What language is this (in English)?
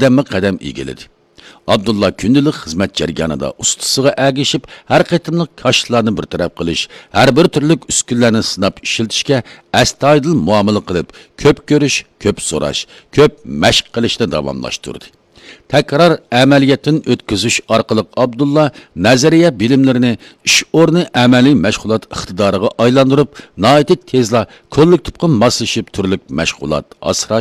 Uyghur